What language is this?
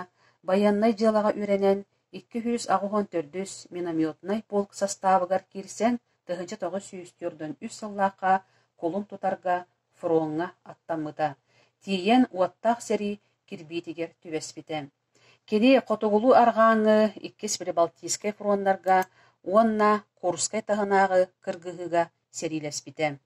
Yakut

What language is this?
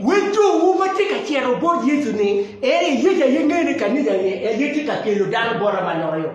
Acoli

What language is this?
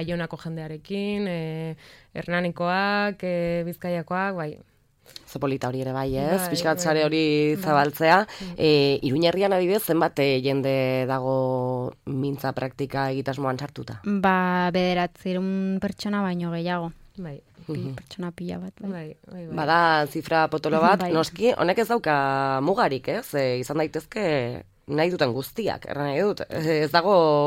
Basque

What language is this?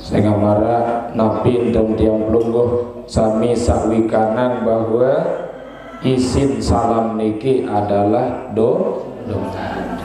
Sasak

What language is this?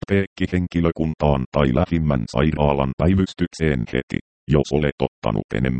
Finnish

